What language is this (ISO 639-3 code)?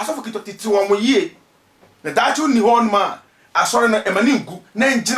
aka